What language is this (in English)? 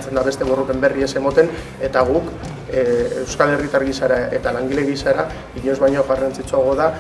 Basque